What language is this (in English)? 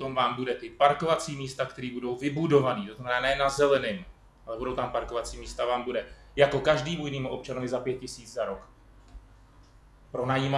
Czech